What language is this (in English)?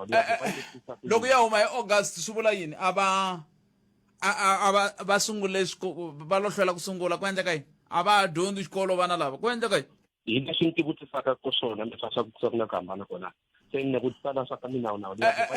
Tsonga